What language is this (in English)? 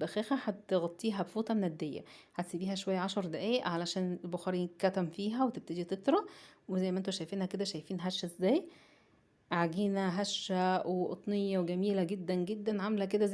Egyptian Arabic